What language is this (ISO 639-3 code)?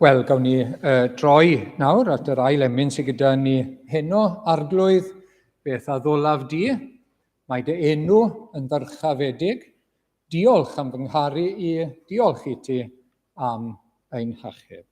cym